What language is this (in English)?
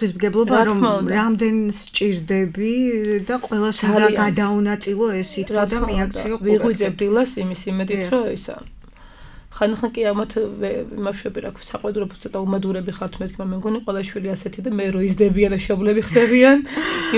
Georgian